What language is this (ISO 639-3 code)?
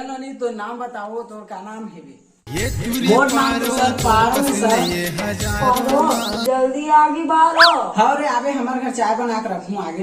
hne